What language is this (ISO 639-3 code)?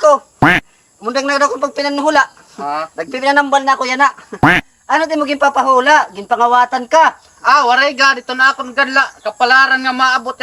war